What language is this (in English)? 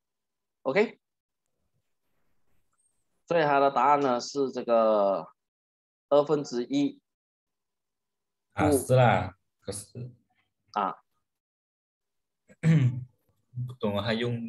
Chinese